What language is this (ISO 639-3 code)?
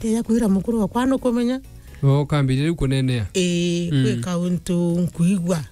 mer